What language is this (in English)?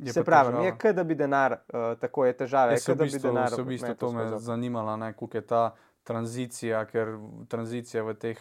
Slovenian